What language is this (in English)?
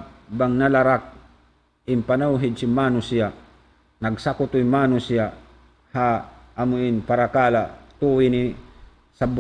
Tausug